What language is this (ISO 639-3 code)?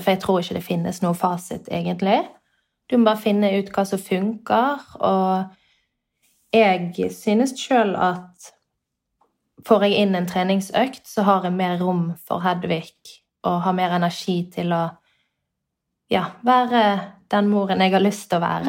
nor